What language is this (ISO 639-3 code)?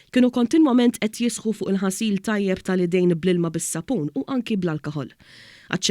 mlt